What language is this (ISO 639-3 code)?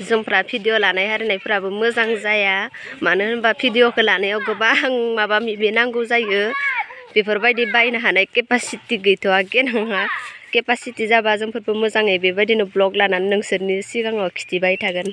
brx